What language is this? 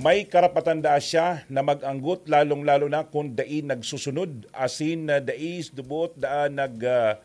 Bikol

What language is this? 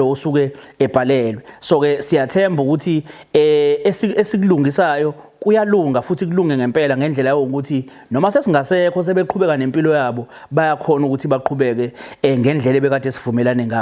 Zulu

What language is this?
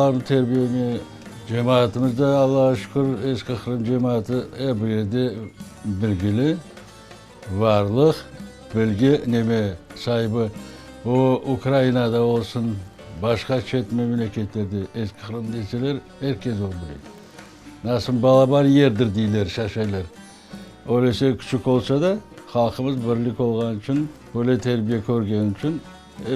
Crimean Tatar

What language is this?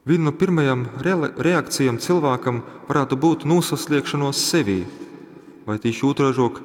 Latgalian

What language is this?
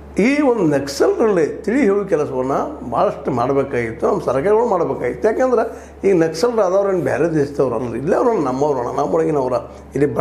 Kannada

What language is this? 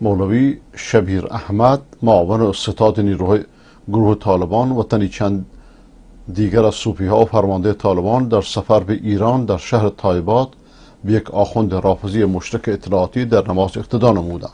Persian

